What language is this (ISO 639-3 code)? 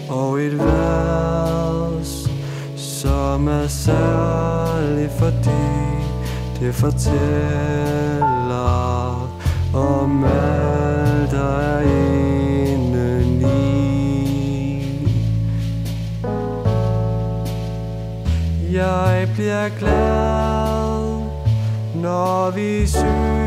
dan